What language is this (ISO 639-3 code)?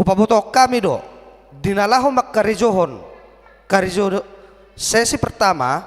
bbc